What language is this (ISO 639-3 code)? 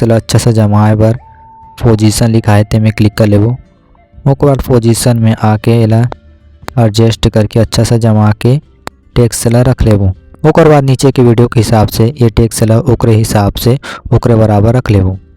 hne